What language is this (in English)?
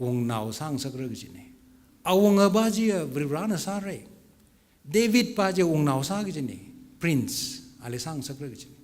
Tangkhul Naga (India)